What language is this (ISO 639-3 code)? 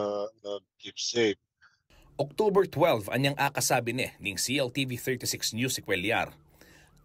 pam